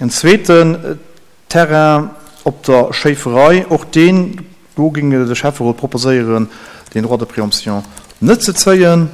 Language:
Luxembourgish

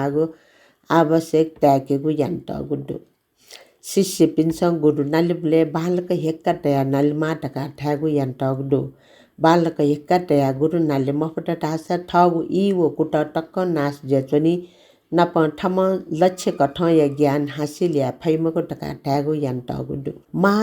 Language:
Newari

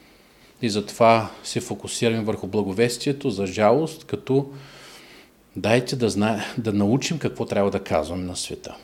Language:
Bulgarian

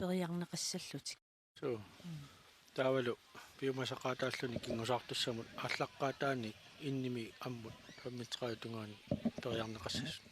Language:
Kalaallisut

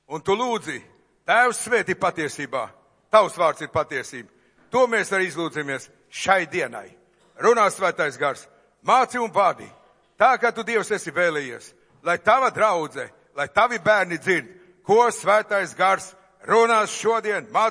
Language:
Latvian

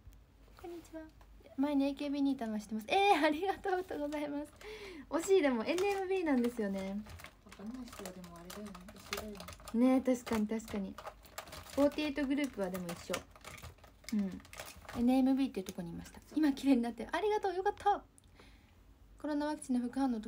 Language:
Japanese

